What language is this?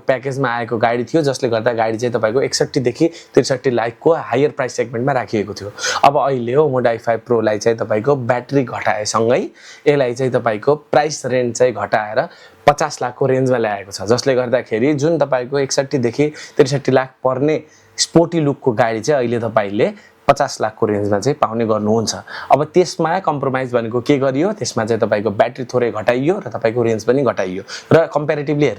Nepali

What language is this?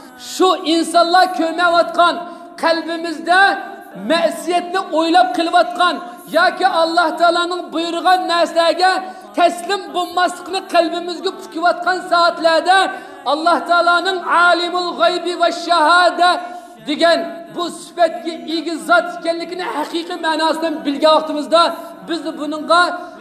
Uyghur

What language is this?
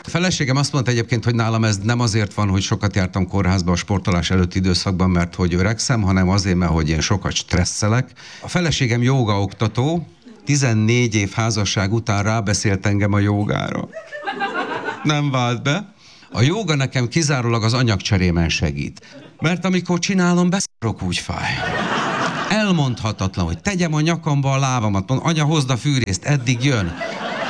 Hungarian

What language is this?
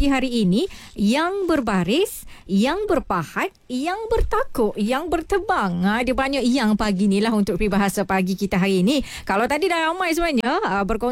Malay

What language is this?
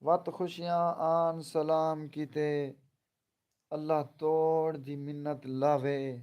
Saraiki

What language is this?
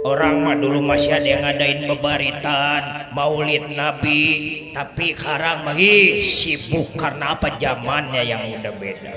Betawi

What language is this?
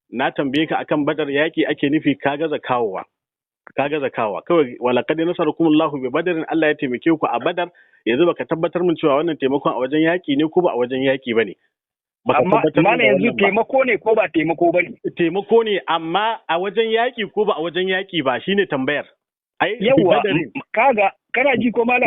Hausa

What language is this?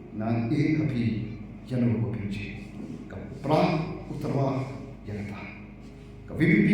Khasi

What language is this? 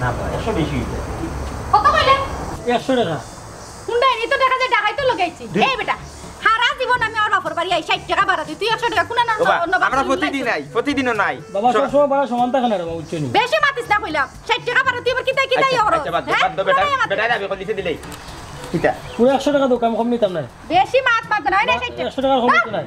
Sylheti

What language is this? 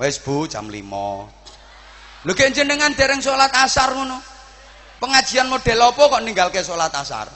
Javanese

